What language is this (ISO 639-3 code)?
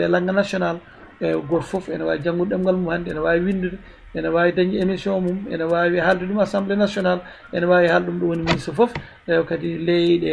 ful